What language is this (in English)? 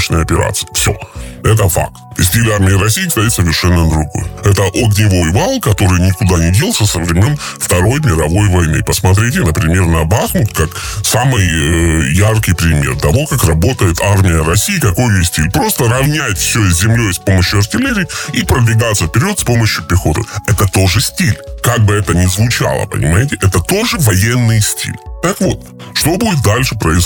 Russian